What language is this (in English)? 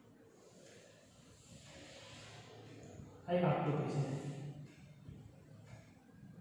Gujarati